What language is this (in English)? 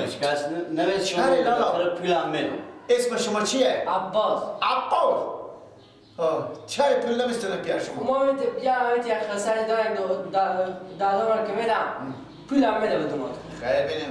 Persian